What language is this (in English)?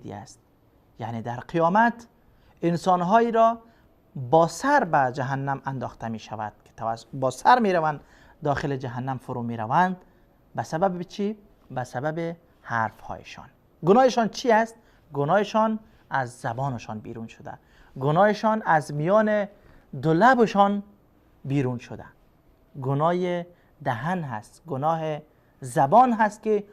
Persian